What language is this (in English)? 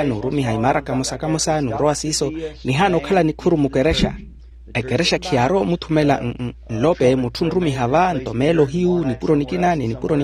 Makhuwa